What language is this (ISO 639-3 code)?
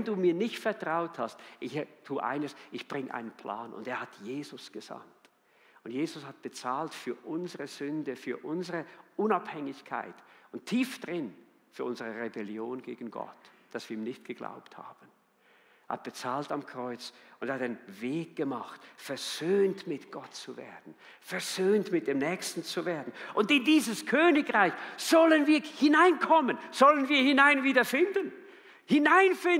gsw